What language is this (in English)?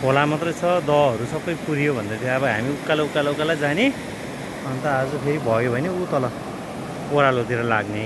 Nepali